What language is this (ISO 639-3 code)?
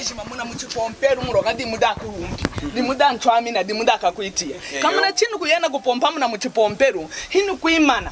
lun